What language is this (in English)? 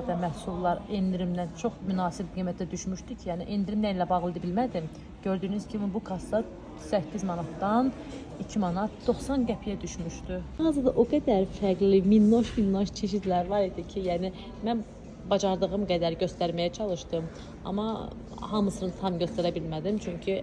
Azerbaijani